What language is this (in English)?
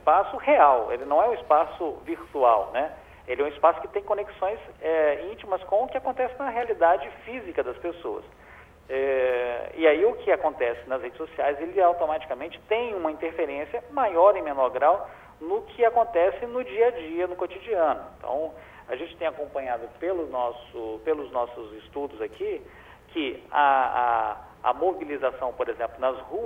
Portuguese